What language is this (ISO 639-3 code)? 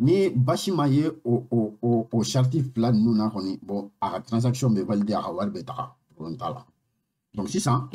bam